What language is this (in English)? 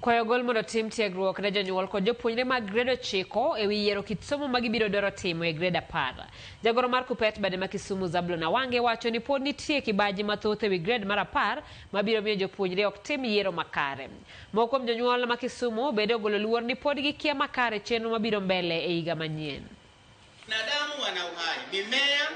Luo (Kenya and Tanzania)